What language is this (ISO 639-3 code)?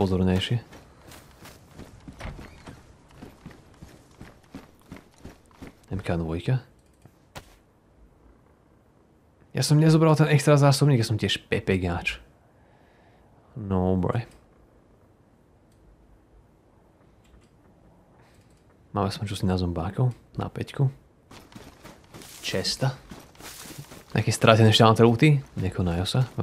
slk